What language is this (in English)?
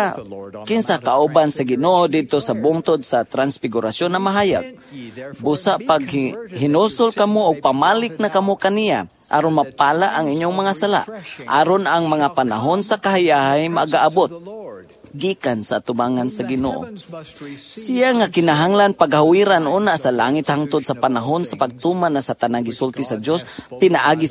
Cebuano